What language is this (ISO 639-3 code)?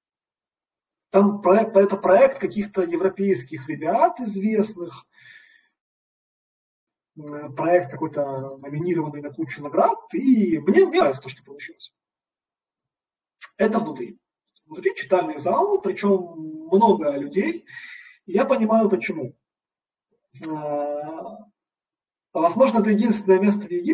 rus